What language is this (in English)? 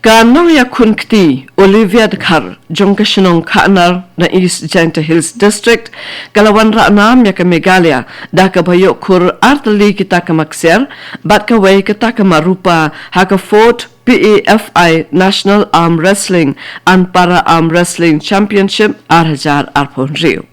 Khasi